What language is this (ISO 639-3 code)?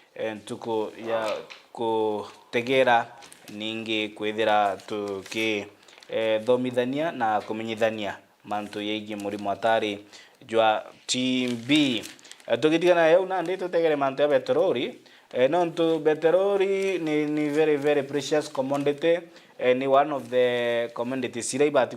mer